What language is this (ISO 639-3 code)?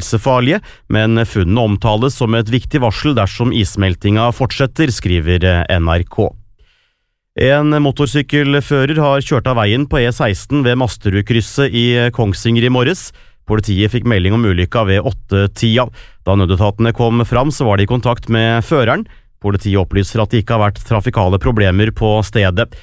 nor